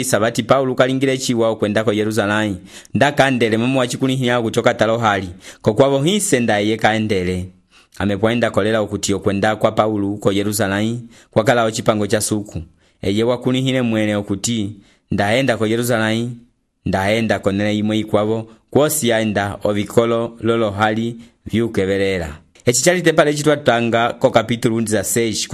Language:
Umbundu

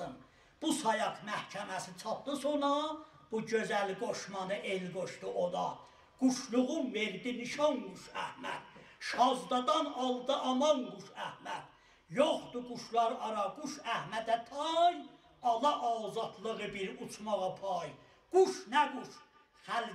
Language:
South Azerbaijani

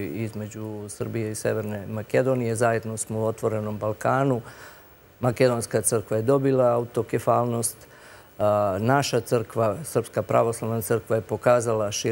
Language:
Serbian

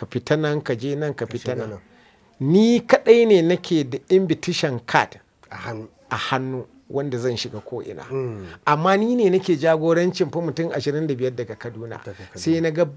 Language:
Hausa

